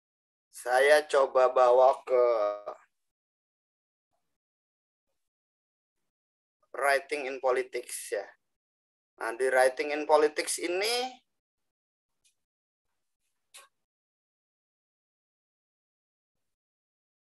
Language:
Indonesian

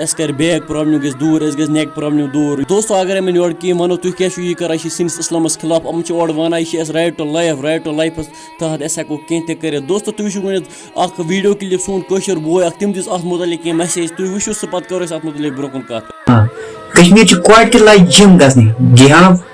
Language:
Kashmiri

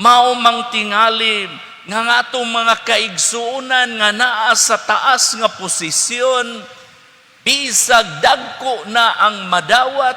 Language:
Cebuano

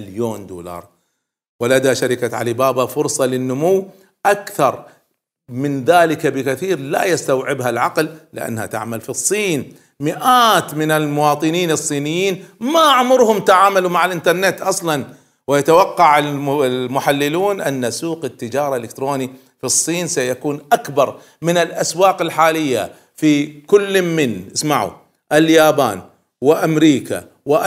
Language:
Arabic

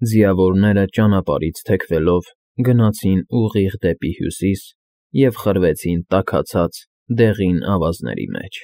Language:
Armenian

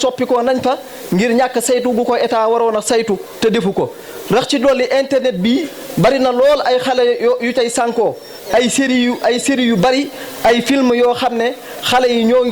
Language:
Wolof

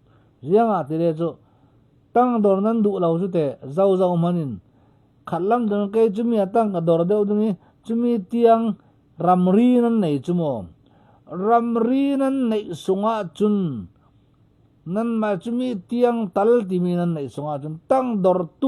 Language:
Falam Chin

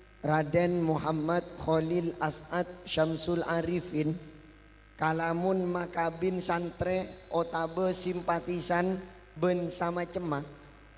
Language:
Madurese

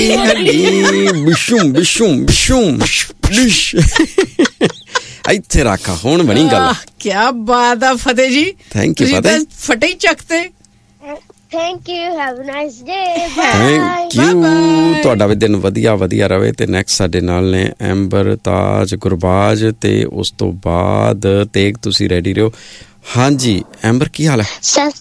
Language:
Punjabi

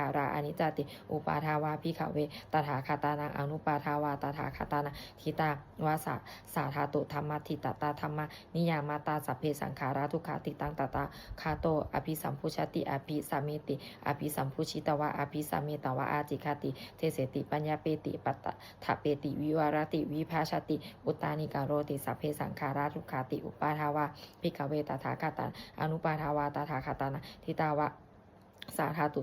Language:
Pali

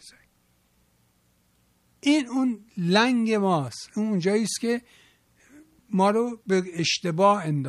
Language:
Persian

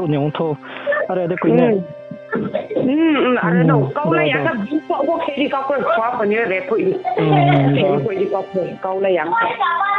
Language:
Riang (India)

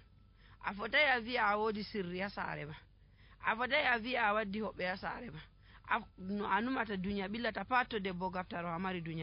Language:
Nigerian Fulfulde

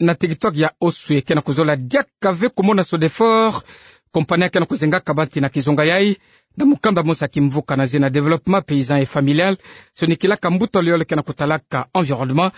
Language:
Kituba (Democratic Republic of Congo)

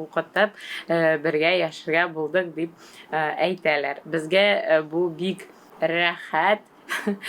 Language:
Tatar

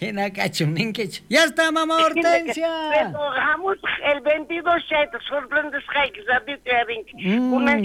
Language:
South Bolivian Quechua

